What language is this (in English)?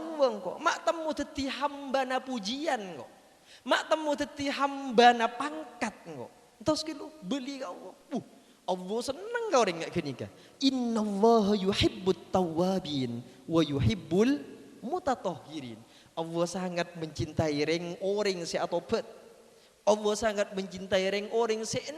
Madurese